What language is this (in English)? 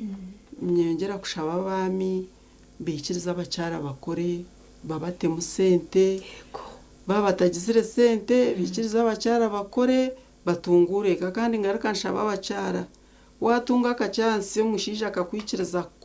Nyankole